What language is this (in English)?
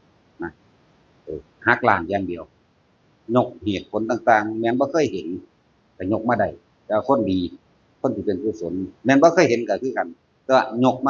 Northeastern Thai